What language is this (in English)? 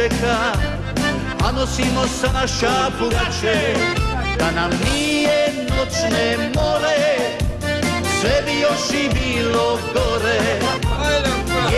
Croatian